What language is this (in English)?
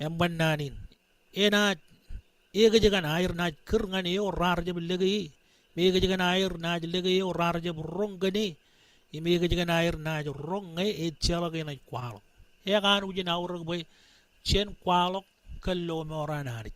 Marshallese